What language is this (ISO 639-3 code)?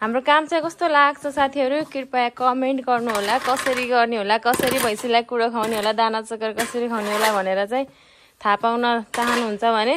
nep